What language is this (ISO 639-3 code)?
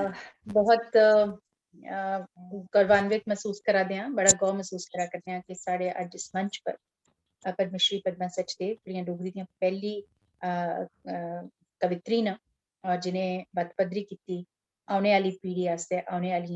doi